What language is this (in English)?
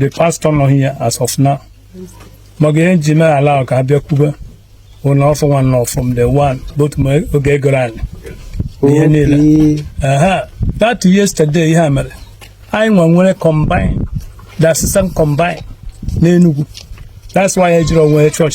Igbo